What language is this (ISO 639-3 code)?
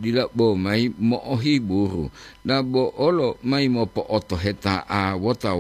gor